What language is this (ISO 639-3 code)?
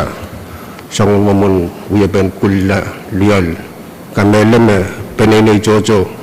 pon